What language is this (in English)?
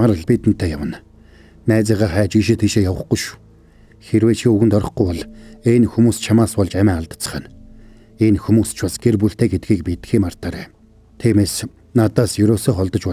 Mongolian